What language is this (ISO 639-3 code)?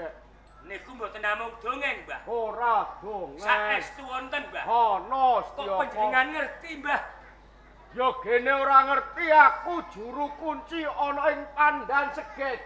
jav